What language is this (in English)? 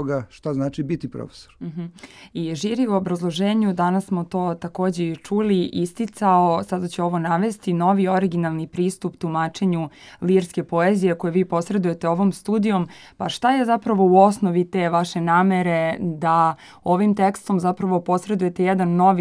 Serbian